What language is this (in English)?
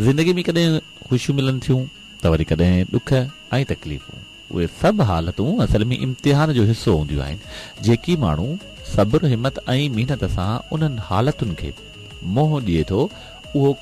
Sindhi